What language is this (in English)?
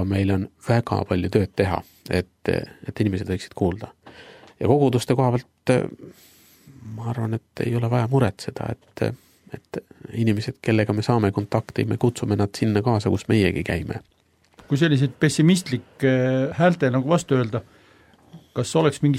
Estonian